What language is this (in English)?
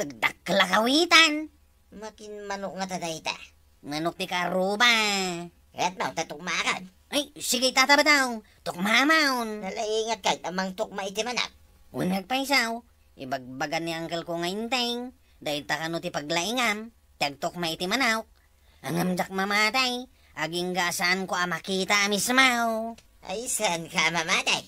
Iloko